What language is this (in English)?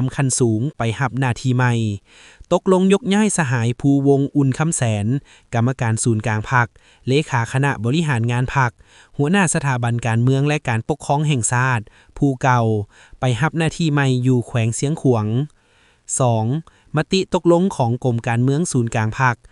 Lao